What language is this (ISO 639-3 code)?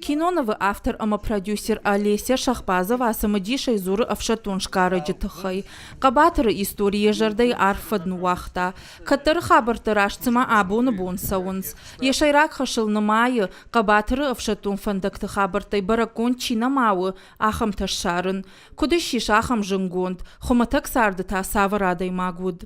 oss